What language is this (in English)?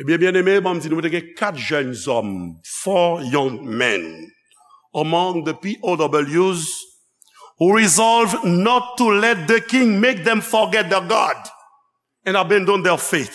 Haitian Creole